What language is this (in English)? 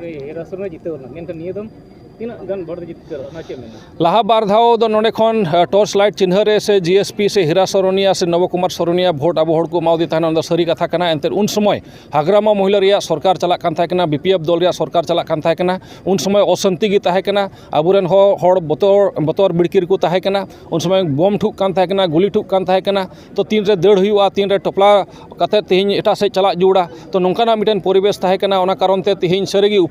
Santali